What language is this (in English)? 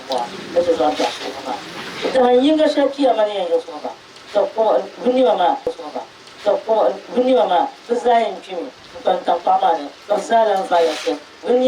Dagbani